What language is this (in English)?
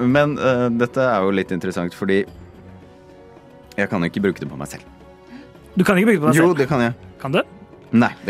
Norwegian